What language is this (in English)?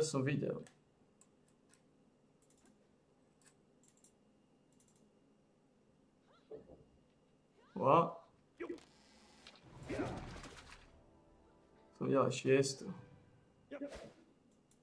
Slovak